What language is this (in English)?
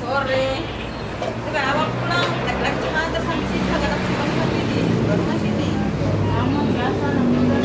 Ambonese Malay